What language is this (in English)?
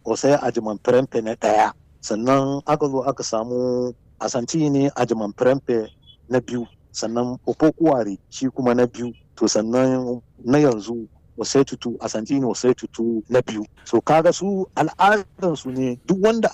Hausa